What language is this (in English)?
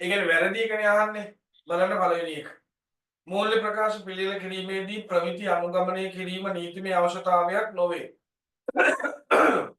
Sinhala